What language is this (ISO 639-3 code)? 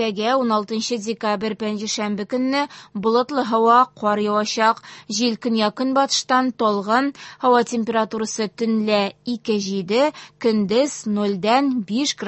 tat